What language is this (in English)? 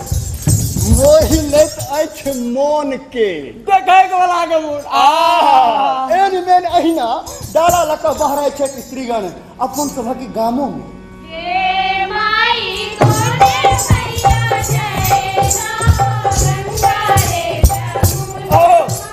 Maithili